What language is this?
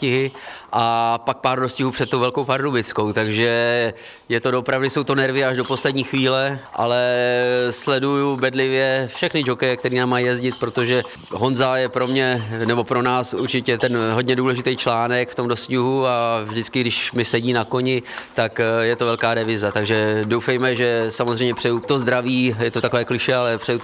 Czech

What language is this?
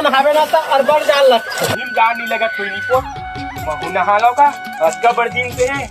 Chhattisgarhi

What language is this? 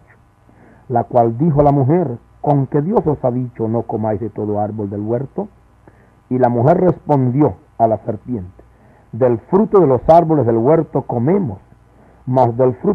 Spanish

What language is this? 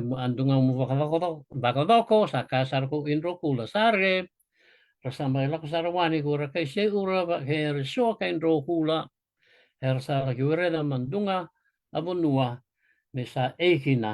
Fijian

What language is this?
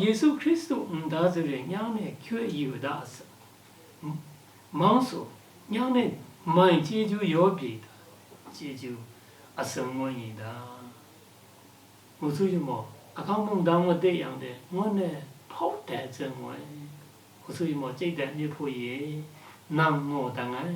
Lashi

